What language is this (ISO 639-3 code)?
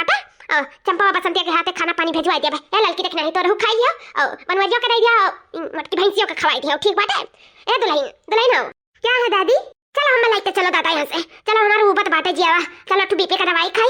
awa